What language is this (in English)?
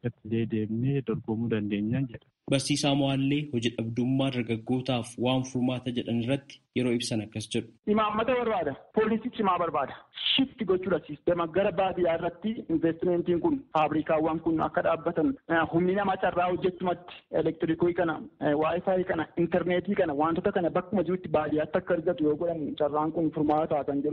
Oromo